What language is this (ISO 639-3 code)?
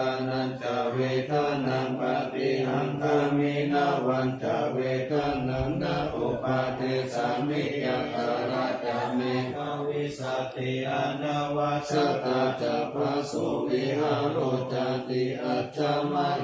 pli